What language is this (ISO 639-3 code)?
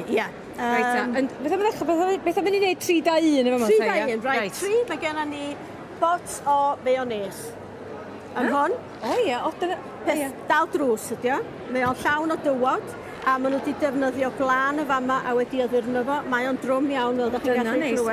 cym